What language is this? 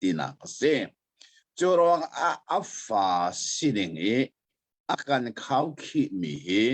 Hakha Chin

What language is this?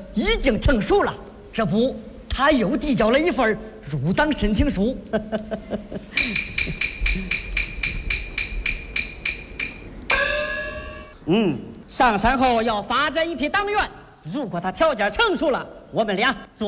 Chinese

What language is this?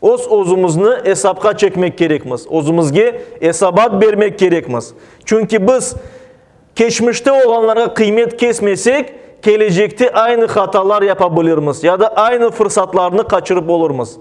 Crimean Tatar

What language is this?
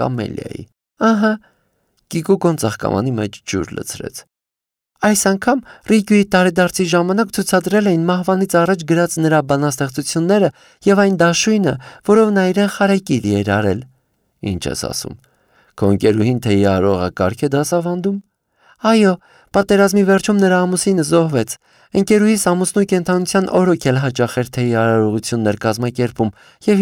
Armenian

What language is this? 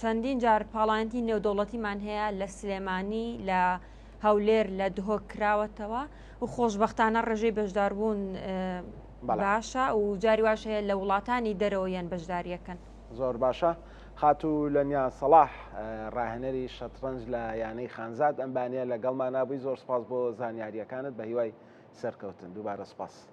Central Kurdish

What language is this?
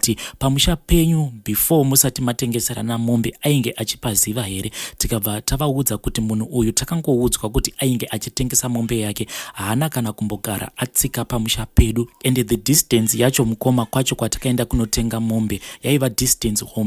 Shona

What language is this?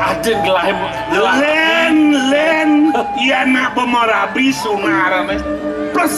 Balinese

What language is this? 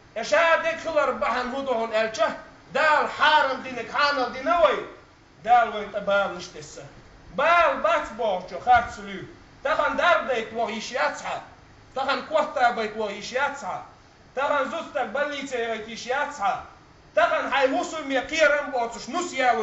Chechen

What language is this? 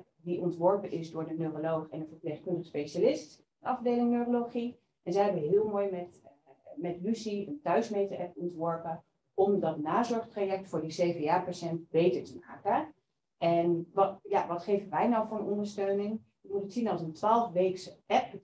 Dutch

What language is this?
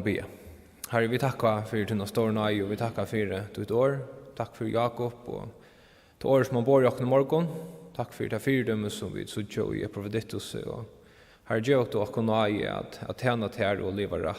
Faroese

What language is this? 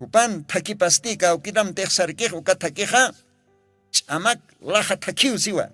Aymara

